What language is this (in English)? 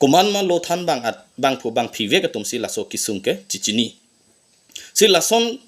Karbi